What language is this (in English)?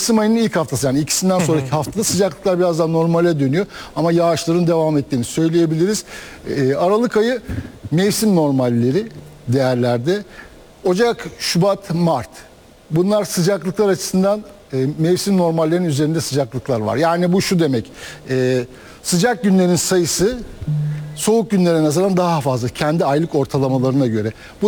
Turkish